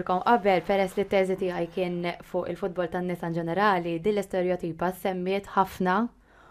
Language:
Maltese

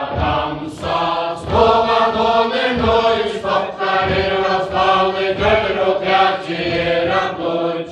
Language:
Faroese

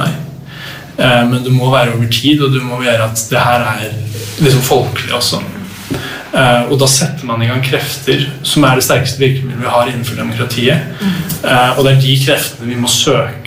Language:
Norwegian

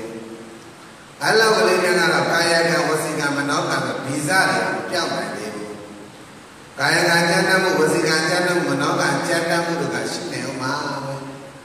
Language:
Burmese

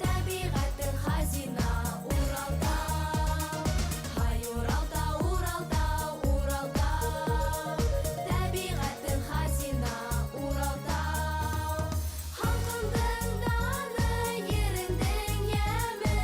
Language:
Bashkir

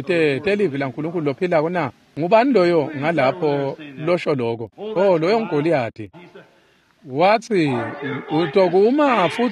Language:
Swati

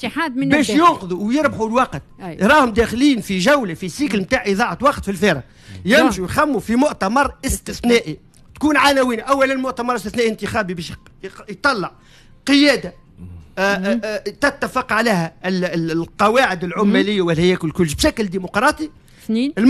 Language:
Tunisian Arabic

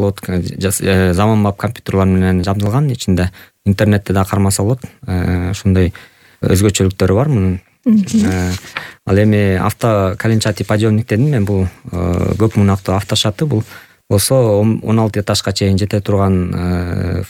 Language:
Kyrgyz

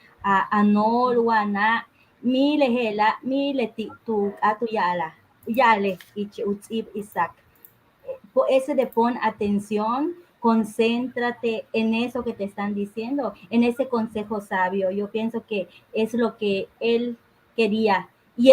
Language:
Yucateco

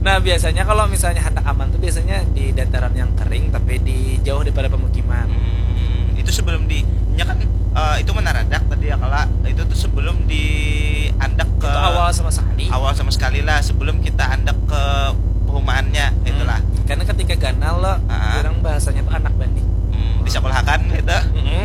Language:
Banjar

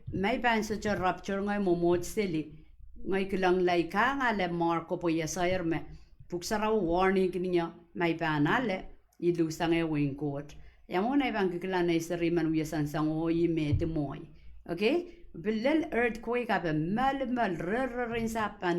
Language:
Pohnpeian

